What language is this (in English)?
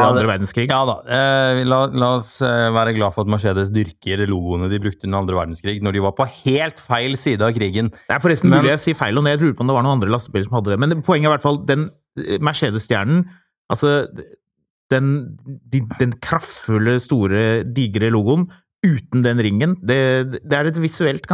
Norwegian